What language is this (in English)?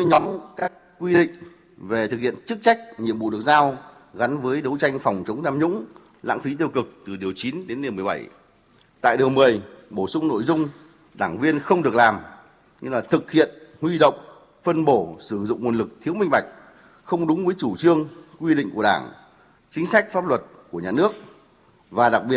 Vietnamese